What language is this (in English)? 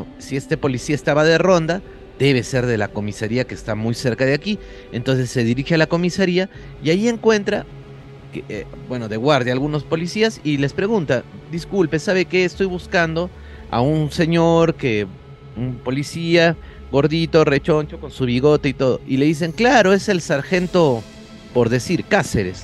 Spanish